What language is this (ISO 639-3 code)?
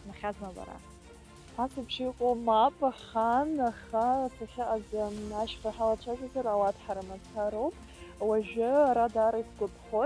abk